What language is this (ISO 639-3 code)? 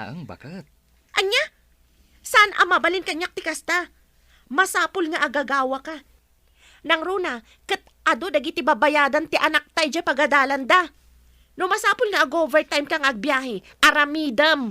ilo